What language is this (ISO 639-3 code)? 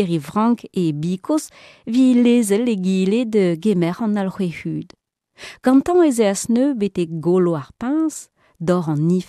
bre